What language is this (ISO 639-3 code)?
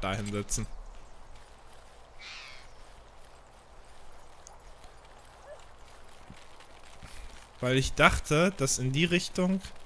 deu